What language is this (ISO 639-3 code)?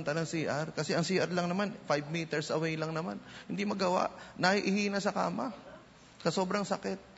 fil